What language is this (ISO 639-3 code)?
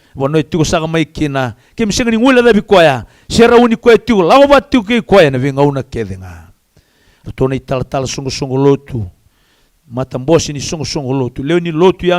fij